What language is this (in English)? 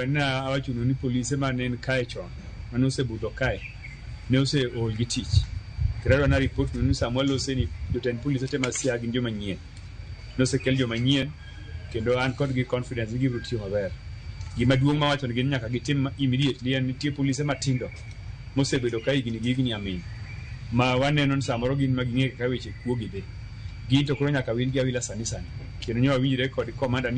Luo (Kenya and Tanzania)